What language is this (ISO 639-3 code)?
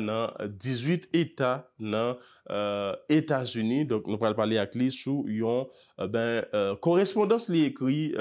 hat